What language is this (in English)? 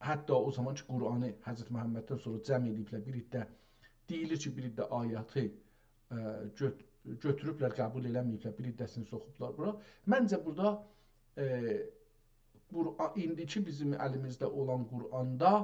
South Azerbaijani